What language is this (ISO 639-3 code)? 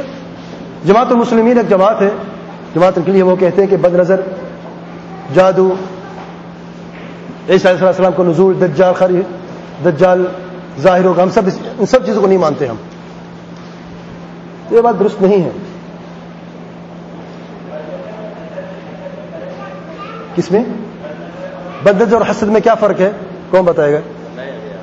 urd